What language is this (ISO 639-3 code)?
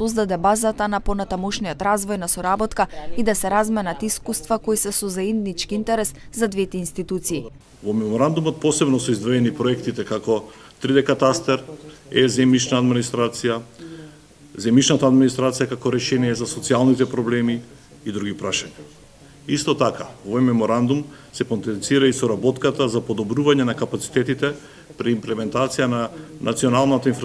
mkd